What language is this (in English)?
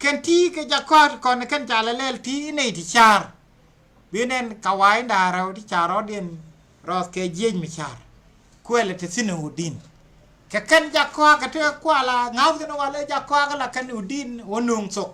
Nuer